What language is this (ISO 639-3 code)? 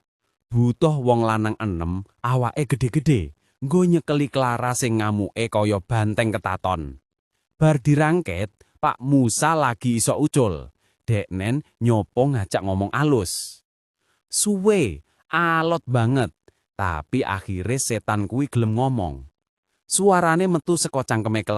jav